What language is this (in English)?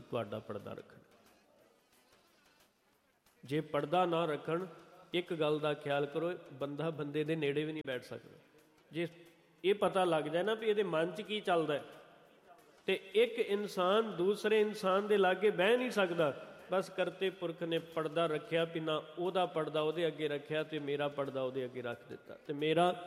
Punjabi